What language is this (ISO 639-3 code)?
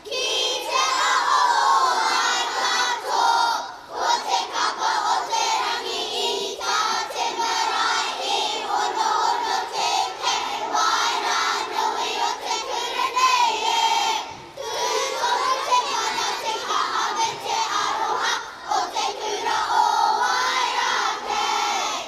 mri